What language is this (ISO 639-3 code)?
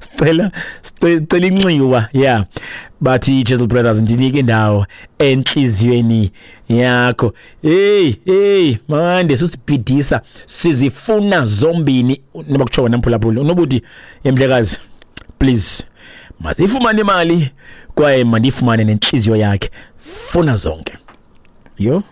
xho